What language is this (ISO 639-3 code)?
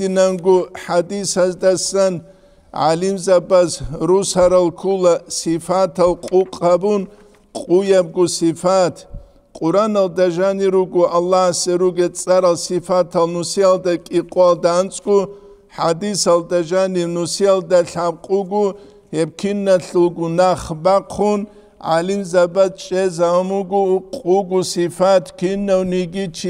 ava